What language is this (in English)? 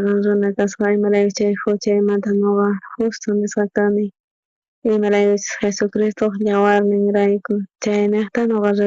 South Bolivian Quechua